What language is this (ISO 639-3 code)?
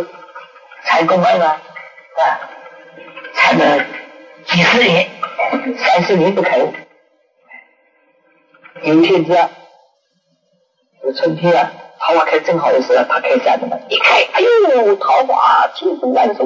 zho